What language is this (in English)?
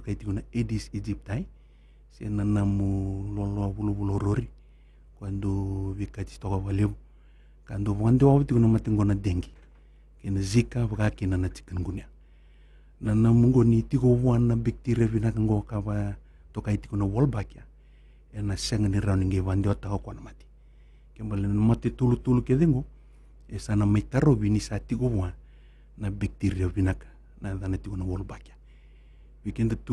Fijian